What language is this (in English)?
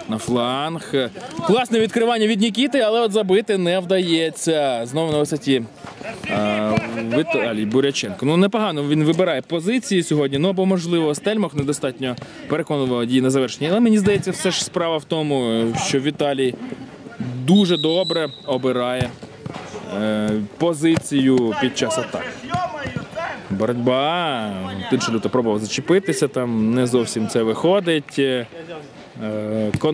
Ukrainian